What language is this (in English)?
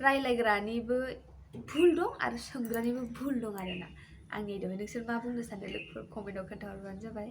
Bodo